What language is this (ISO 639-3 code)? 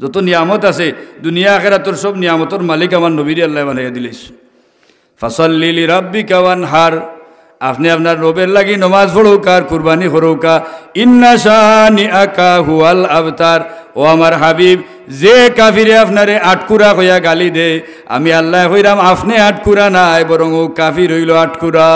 syl